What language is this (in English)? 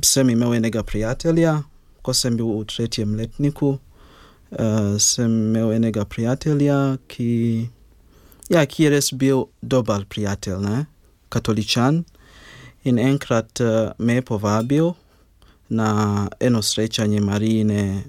Slovenian